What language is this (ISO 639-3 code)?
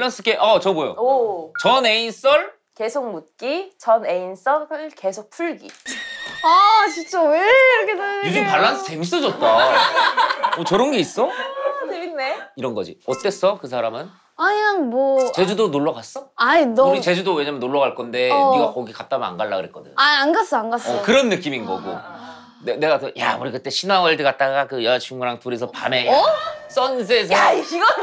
kor